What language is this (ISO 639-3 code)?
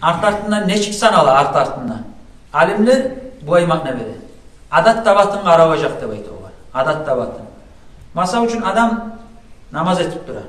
kum